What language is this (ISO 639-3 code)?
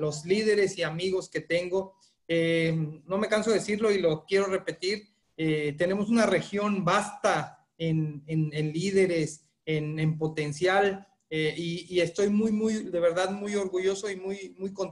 spa